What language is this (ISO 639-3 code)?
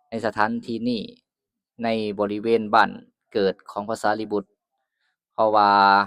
lao